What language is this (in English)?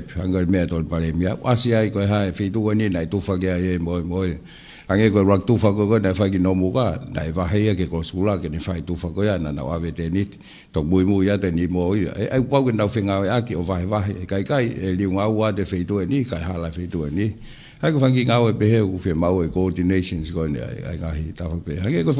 Tongan